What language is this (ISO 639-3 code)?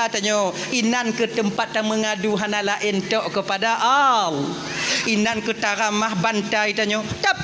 ace